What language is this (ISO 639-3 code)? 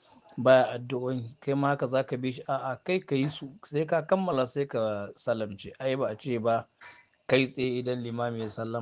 hau